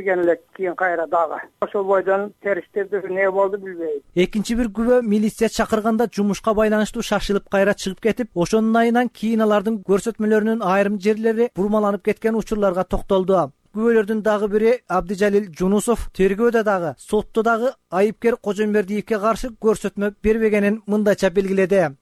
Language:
Kyrgyz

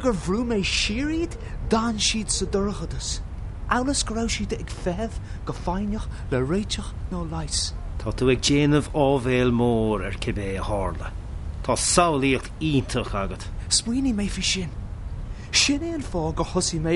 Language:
Irish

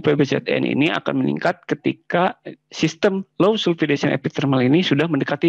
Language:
Indonesian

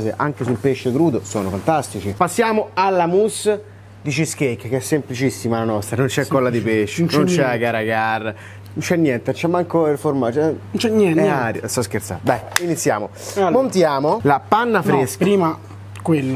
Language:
Italian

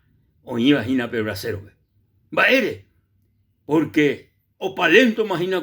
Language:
Guarani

